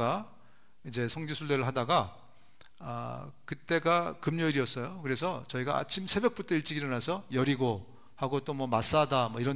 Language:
Korean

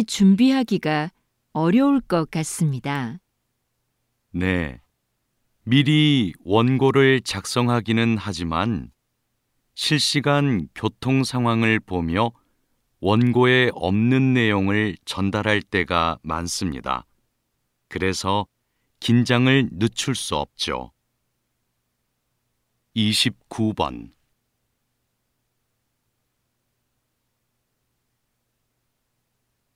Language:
Korean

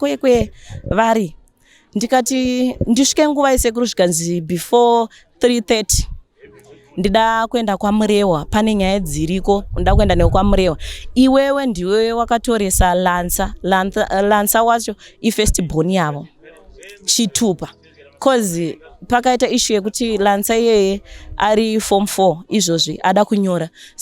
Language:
Shona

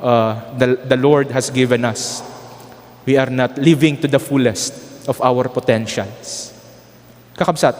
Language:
Iloko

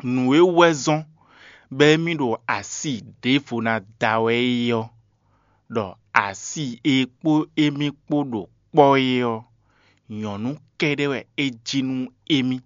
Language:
Fon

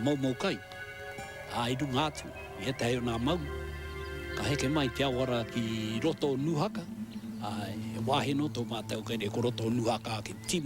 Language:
Māori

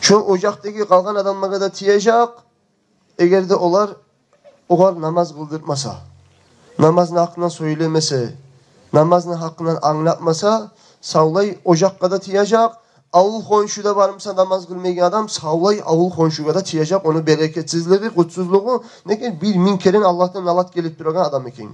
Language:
Kumyk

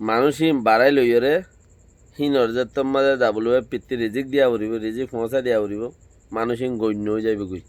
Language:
Rohingya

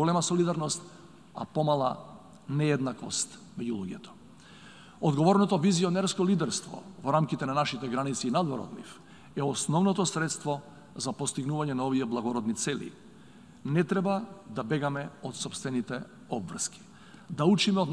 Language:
Macedonian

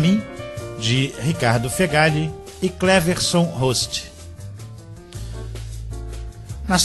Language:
Portuguese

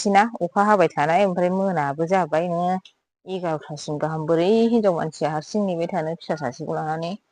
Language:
Bodo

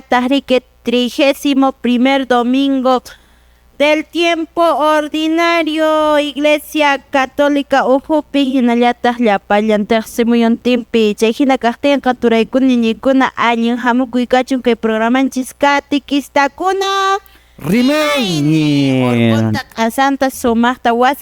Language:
Quechua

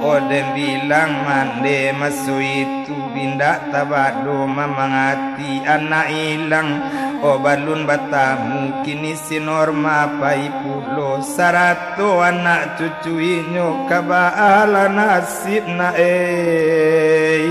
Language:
Minangkabau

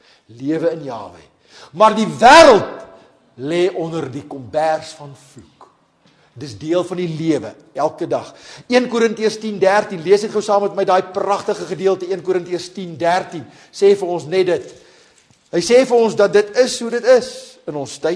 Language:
Afrikaans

